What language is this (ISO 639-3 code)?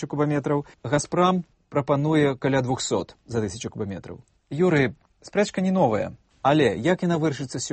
bel